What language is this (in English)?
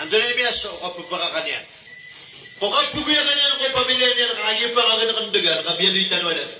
Maranao